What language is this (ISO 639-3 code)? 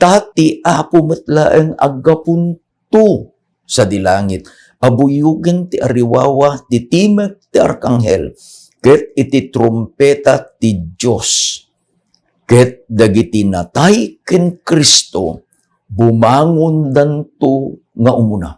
ilo